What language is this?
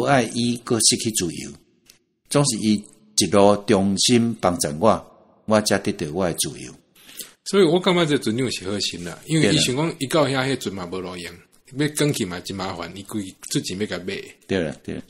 Min Nan Chinese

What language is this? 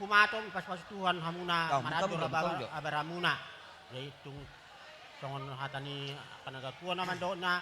Batak Toba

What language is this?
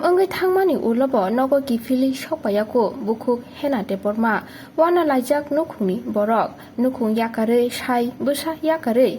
Kok Borok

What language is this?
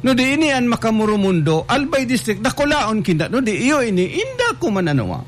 Bikol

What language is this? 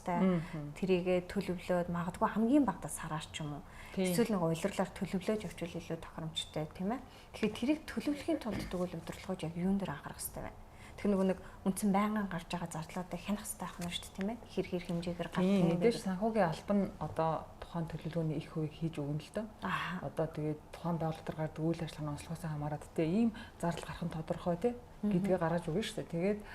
Mongolian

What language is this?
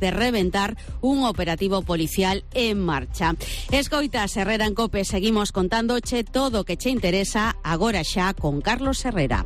Galician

